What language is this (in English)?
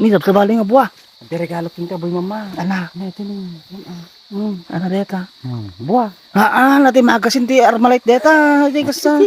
Iloko